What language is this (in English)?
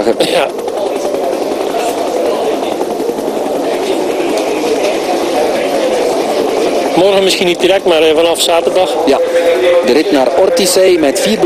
Dutch